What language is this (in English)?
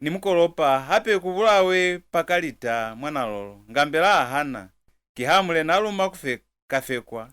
Lozi